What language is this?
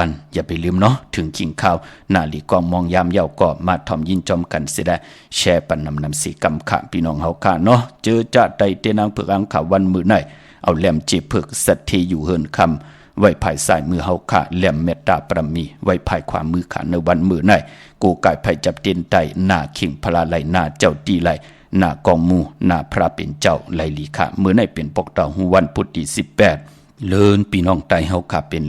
Shan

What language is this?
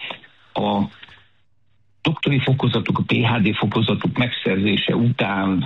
Hungarian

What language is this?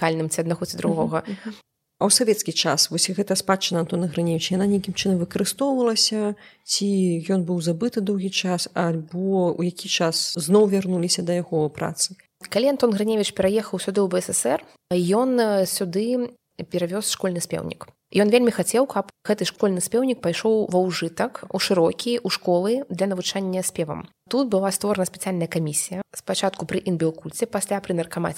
Belarusian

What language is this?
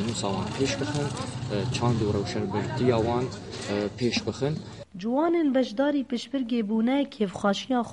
Kurdish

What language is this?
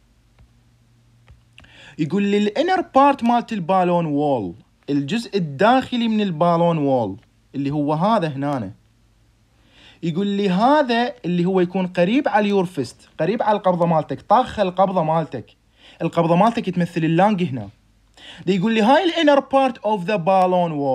Mesopotamian Arabic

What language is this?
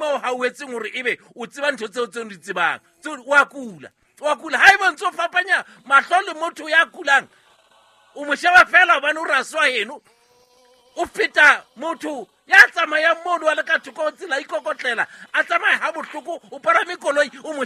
Southern Sotho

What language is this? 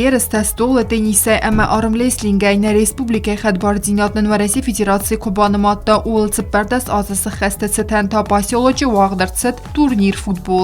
Ossetic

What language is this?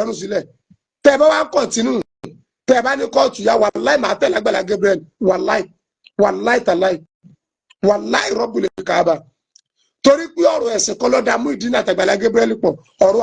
Yoruba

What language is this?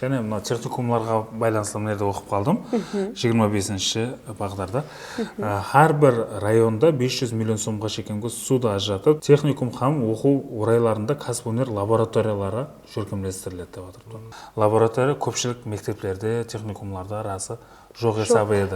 Kara-Kalpak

